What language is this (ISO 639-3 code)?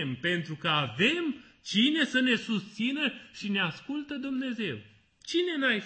ron